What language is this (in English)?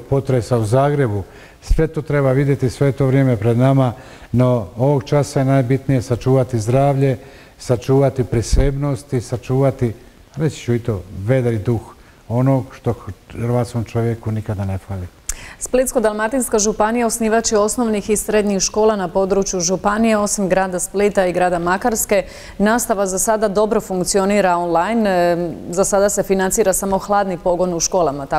Croatian